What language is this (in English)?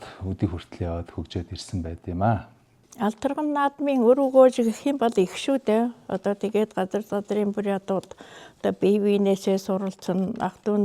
Mongolian